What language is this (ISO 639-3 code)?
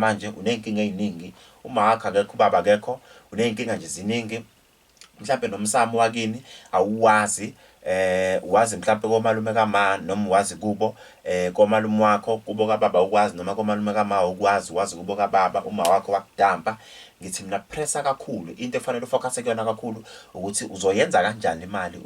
zul